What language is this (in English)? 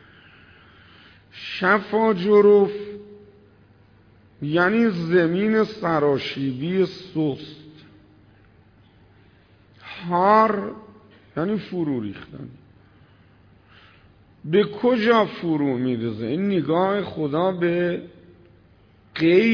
Persian